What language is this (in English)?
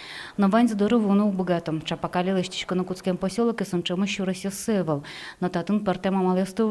Udmurt